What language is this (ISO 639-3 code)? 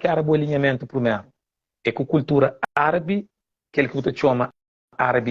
kea